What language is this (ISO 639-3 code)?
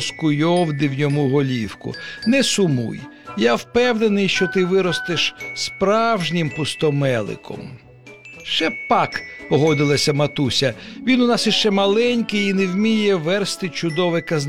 ukr